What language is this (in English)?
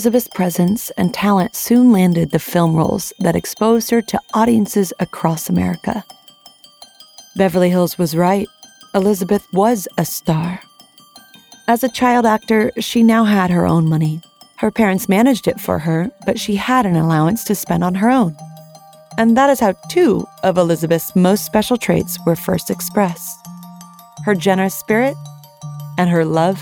English